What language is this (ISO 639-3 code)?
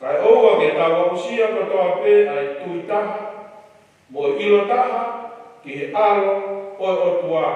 ton